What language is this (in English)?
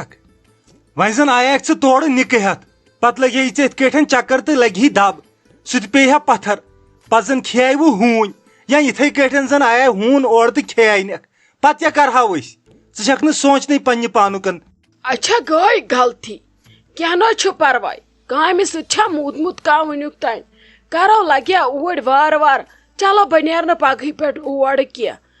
Kashmiri